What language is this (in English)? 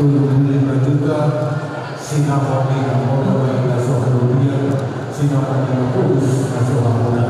Batak Toba